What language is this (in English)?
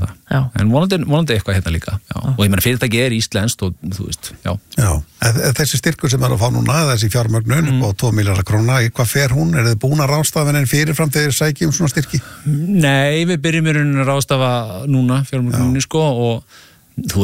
Icelandic